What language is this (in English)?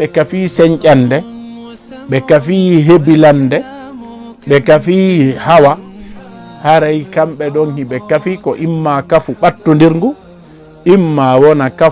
Fula